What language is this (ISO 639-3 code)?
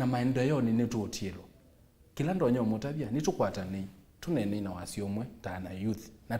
kam